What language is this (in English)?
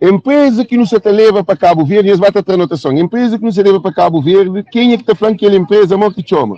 Kabuverdianu